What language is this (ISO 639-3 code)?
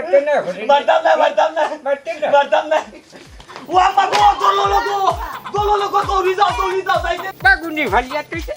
syl